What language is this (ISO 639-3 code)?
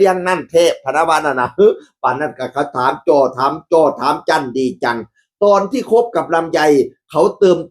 tts